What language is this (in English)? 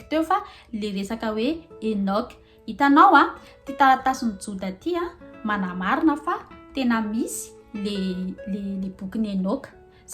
Malagasy